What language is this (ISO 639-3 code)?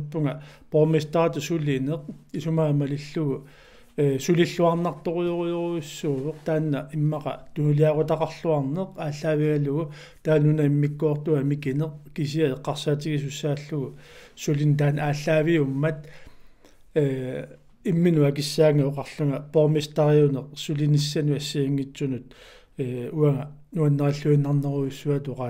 kal